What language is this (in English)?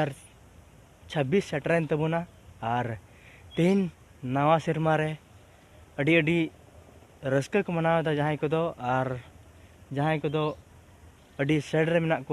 Santali